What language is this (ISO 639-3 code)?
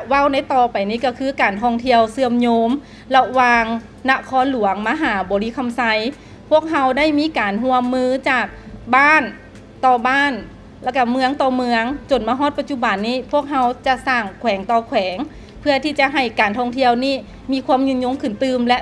lao